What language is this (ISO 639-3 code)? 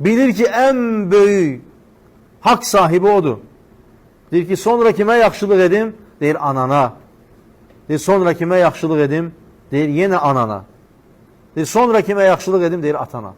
aze